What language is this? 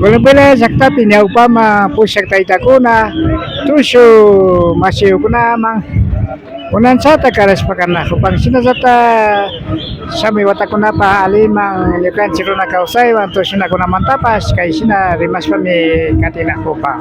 Imbabura Highland Quichua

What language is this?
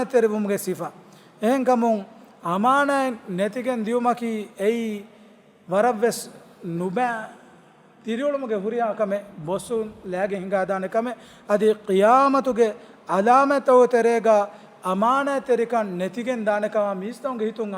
Divehi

